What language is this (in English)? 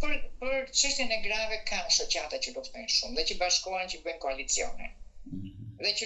Albanian